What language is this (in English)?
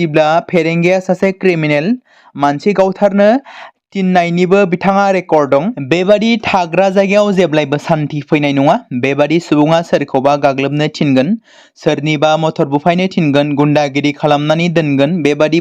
Bodo